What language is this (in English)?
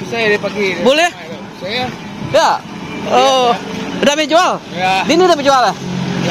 Iban